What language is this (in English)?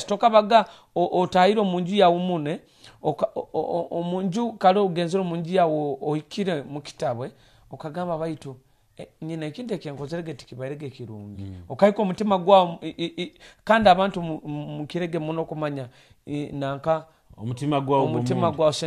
Nyoro